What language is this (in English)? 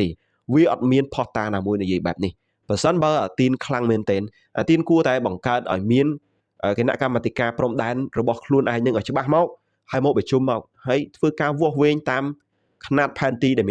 Khmer